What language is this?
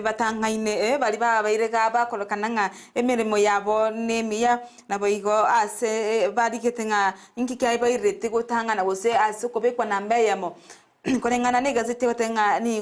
Gusii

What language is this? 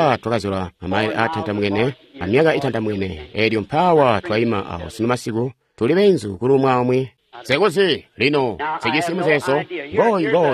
Tonga (Zambia)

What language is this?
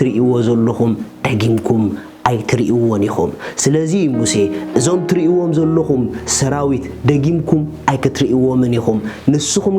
Tigrinya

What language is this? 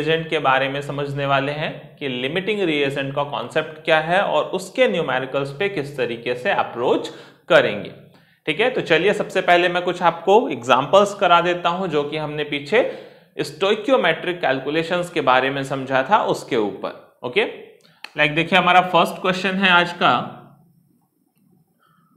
Hindi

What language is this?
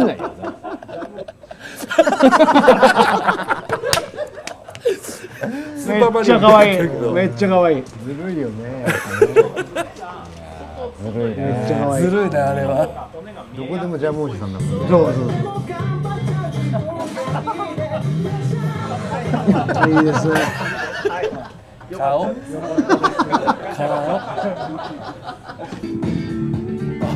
Japanese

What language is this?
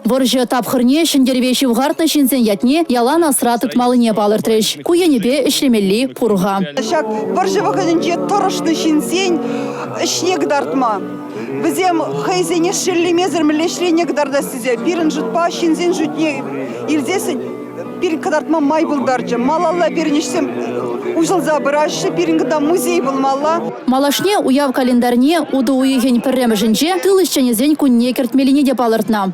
Chuvash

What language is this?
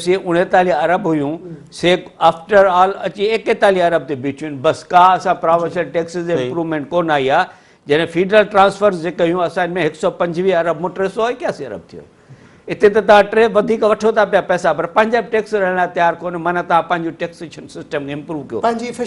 Sindhi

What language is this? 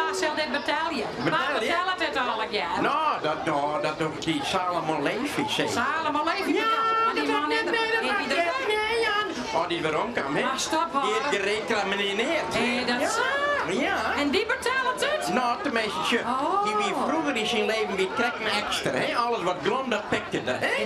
Western Frisian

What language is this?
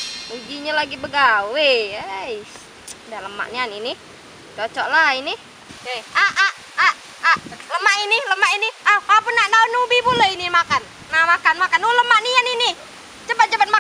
Musi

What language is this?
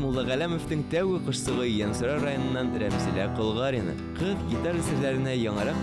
Bashkir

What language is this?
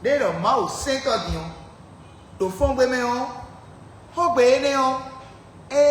Fon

